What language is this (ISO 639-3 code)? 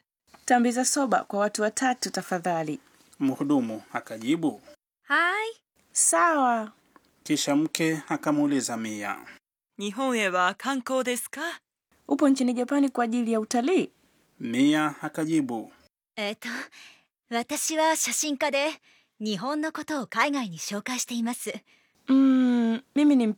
swa